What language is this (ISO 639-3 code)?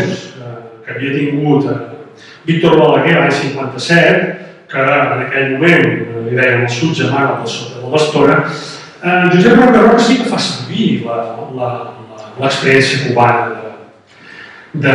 cat